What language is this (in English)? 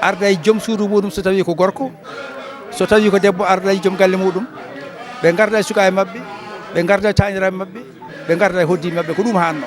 Fula